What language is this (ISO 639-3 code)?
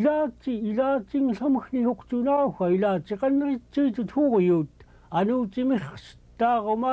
esu